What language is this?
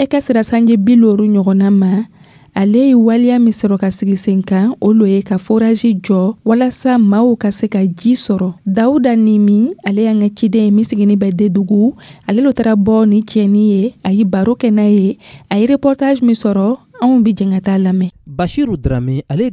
Dyula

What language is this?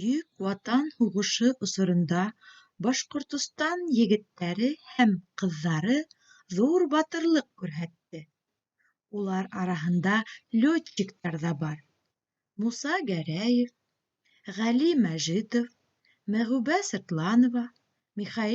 Bashkir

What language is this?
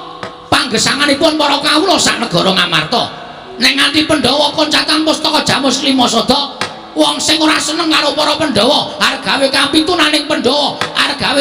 Javanese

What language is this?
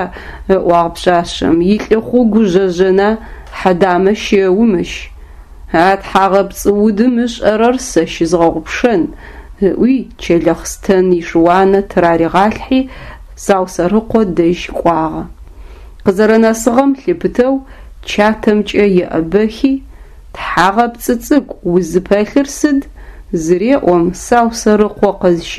Adyghe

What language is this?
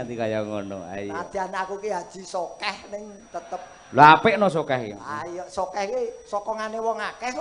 Javanese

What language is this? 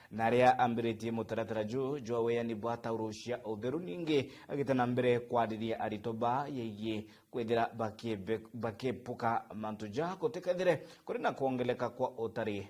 Meru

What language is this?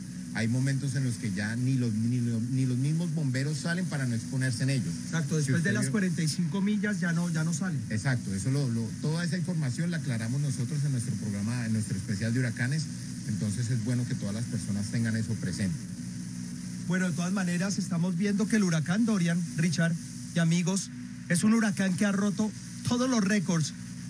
Spanish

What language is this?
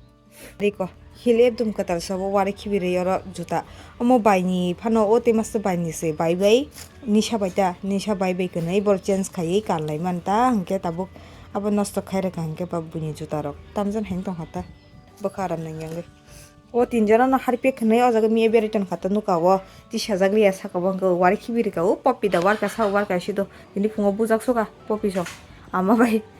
Kok Borok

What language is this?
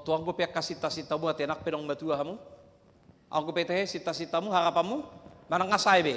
Batak Toba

